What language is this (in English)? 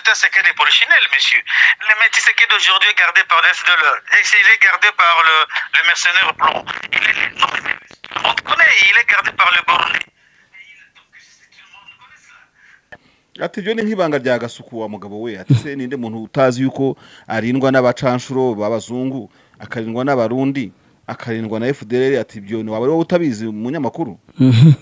Kinyarwanda